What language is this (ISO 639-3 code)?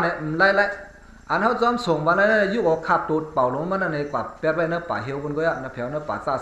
shn